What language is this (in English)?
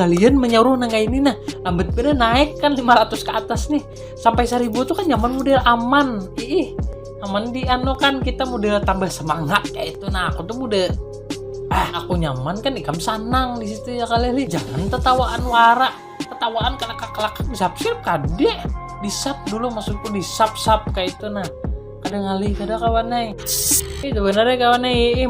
Banjar